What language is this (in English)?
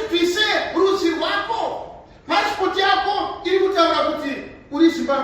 Shona